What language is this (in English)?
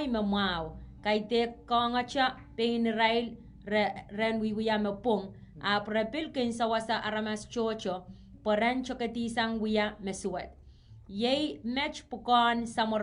Pohnpeian